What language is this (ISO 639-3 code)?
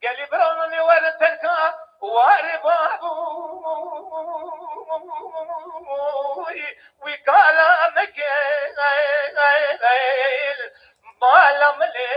kur